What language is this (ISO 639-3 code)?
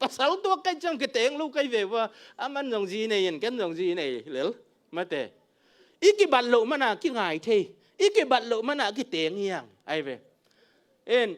ctd